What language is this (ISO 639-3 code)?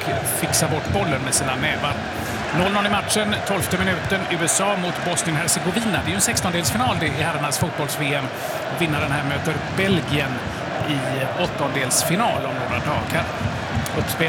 swe